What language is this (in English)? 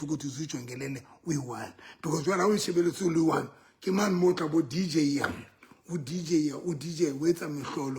Southern Sotho